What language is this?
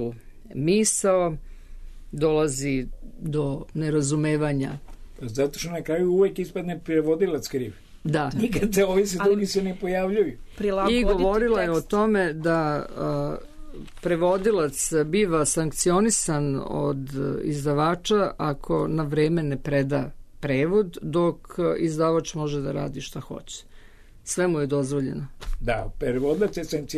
Serbian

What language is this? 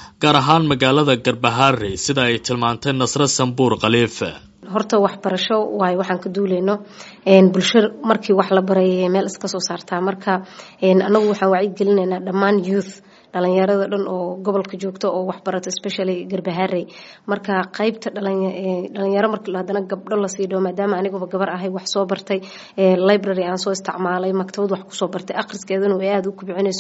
Somali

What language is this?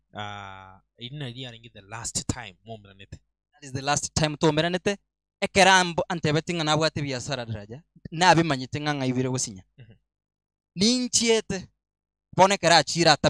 Gusii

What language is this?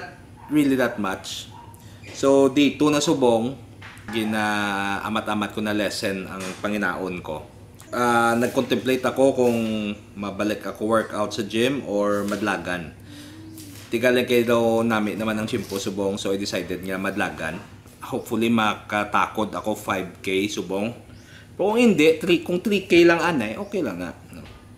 Hiligaynon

